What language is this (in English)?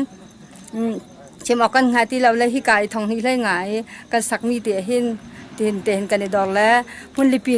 Hakha Chin